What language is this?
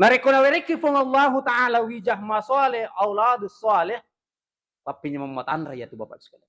Buginese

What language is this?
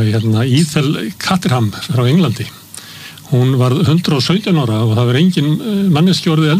Icelandic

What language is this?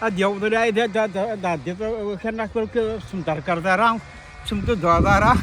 Kabyle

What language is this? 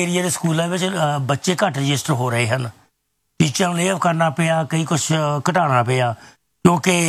Punjabi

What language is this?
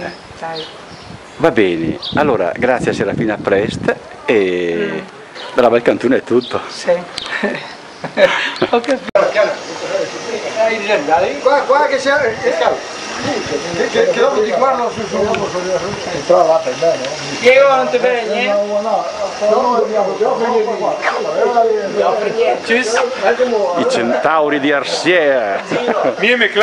Italian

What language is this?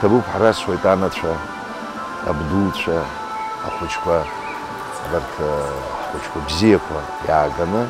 Abkhazian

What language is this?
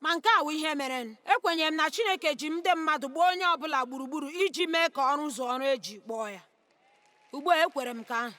Igbo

